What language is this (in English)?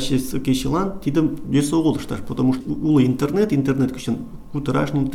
Mari